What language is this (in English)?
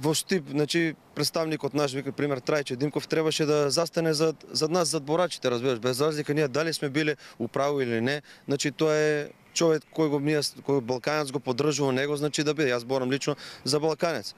Macedonian